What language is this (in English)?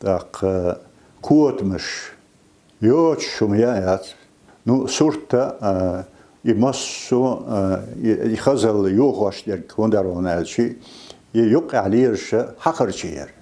Chechen